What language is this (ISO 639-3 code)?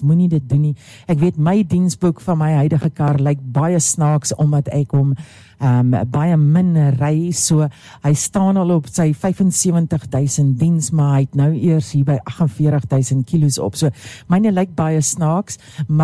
afr